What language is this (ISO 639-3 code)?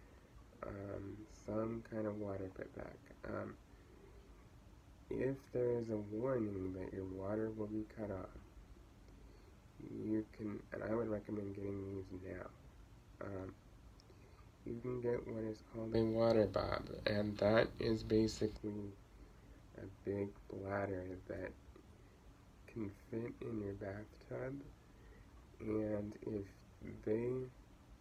eng